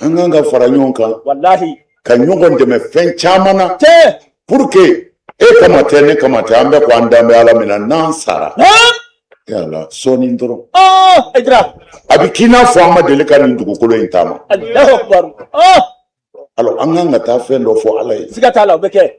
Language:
Bambara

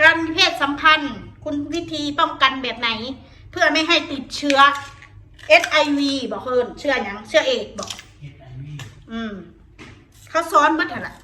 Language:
Northeastern Thai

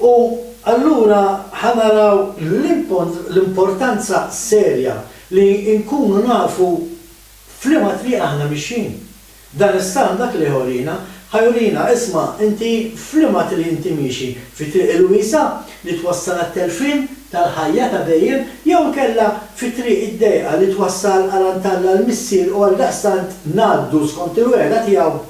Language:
Maltese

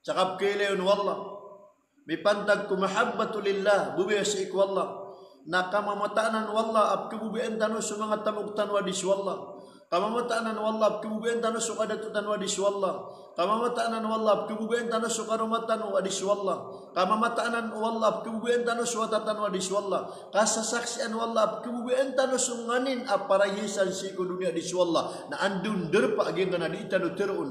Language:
Maranao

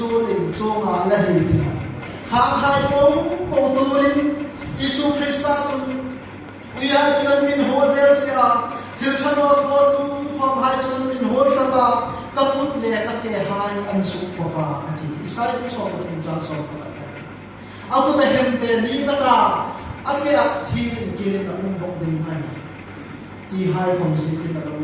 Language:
Hmar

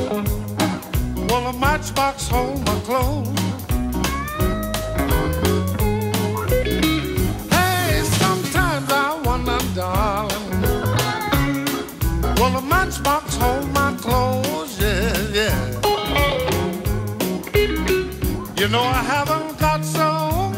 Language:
English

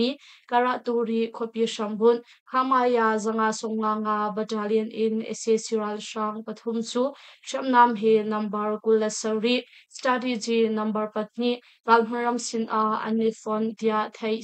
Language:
Hakha Chin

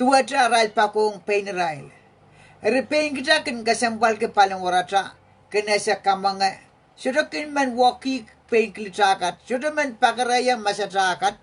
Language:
Pohnpeian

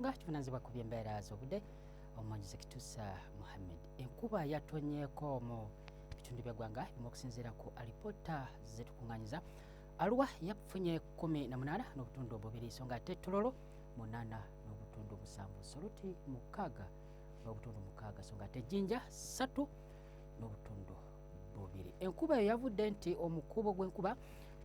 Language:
Ganda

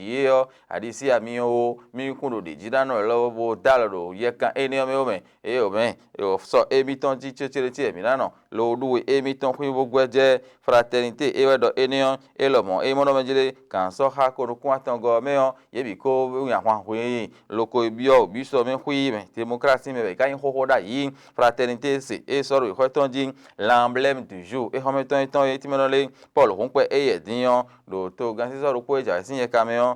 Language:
Fon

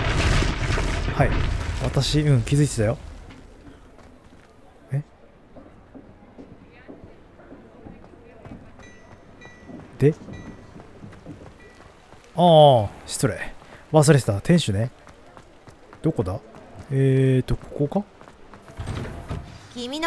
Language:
Japanese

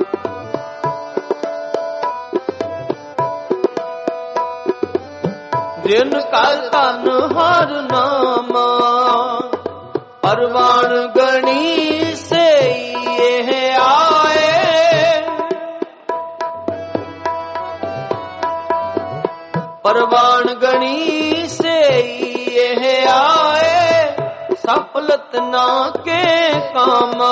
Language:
Punjabi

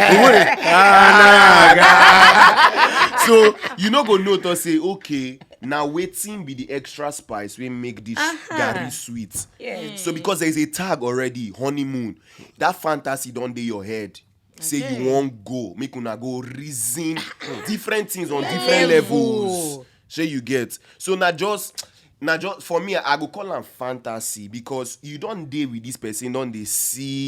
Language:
Nigerian Pidgin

